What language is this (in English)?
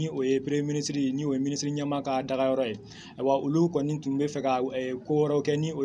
Bambara